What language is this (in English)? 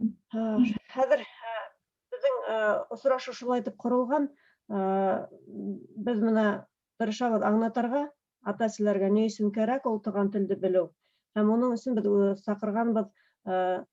Bashkir